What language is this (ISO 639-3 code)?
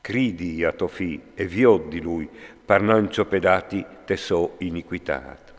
fur